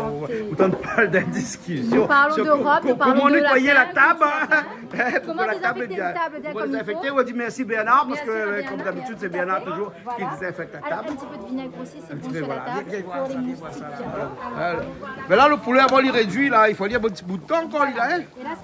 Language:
Réunion Creole French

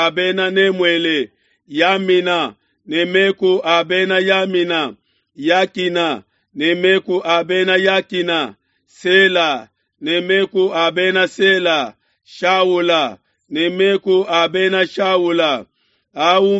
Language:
Luba-Lulua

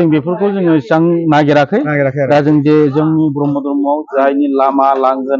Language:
Bodo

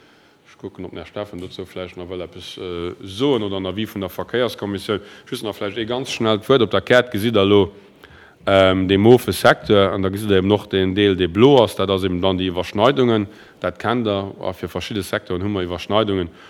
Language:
Luxembourgish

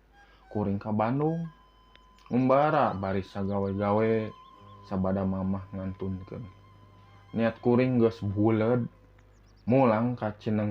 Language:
Sundanese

